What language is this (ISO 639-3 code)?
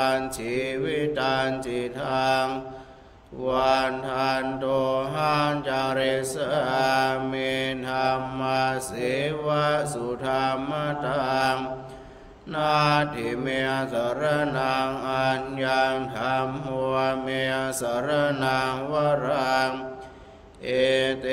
pli